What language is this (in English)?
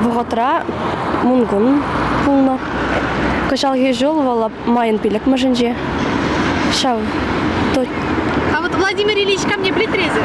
Chuvash